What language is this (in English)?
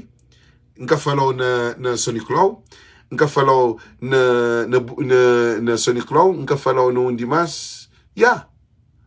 Kabuverdianu